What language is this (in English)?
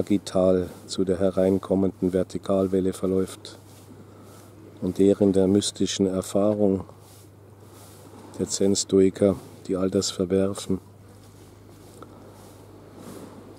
German